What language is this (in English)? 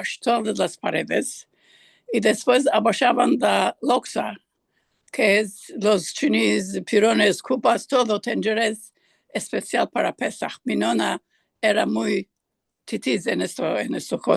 Ladino